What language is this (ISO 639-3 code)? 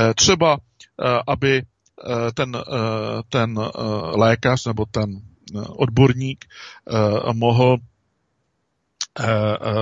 ces